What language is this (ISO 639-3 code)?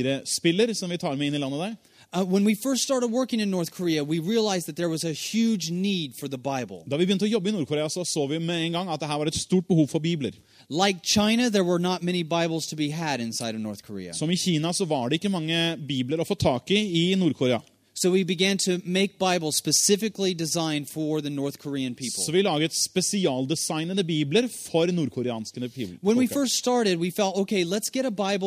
nor